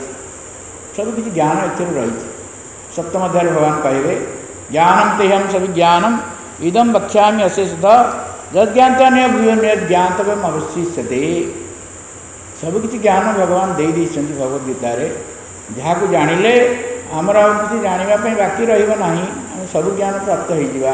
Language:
Odia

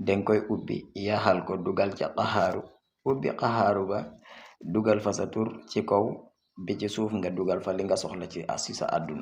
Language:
Wolof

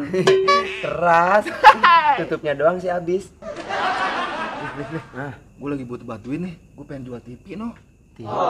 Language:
Betawi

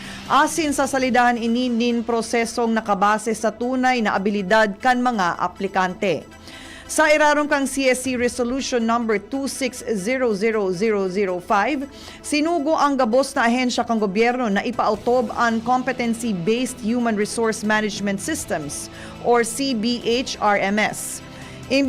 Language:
Bikol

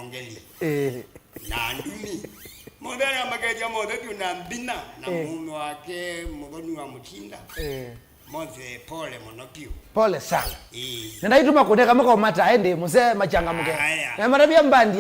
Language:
Kamba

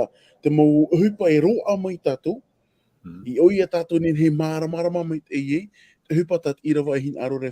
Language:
Tahitian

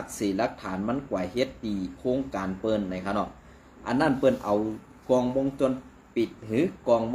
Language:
Shan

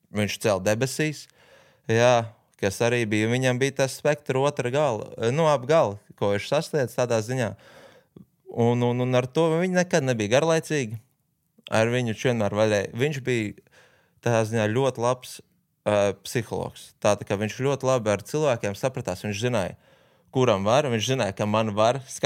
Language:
Latvian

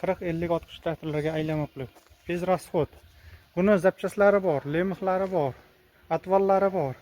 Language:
Uzbek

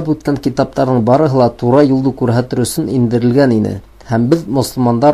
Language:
Bashkir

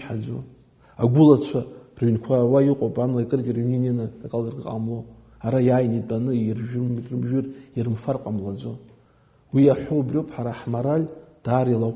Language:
Abkhazian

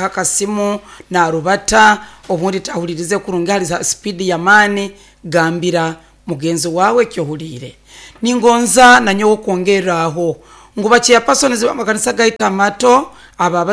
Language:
Nyoro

